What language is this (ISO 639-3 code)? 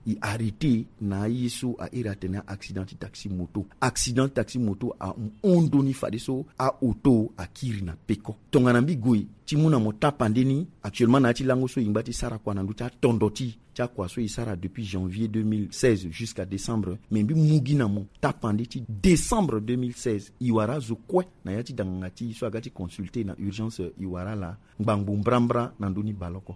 sag